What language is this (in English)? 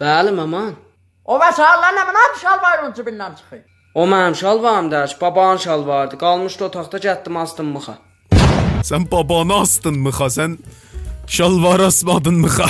South Azerbaijani